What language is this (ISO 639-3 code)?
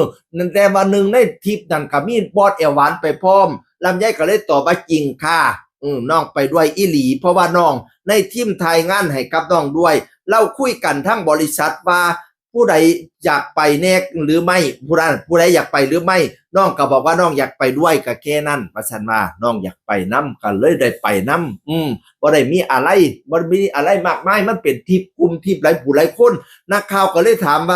tts